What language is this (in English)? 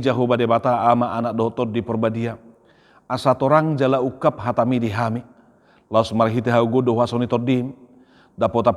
Batak Toba